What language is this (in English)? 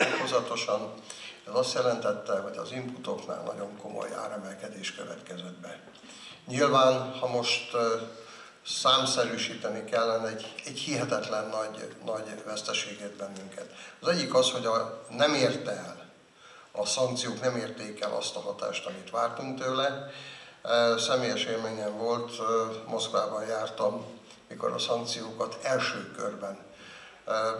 Hungarian